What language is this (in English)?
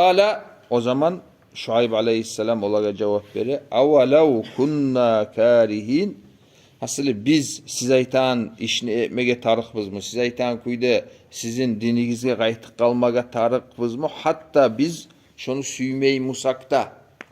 Kumyk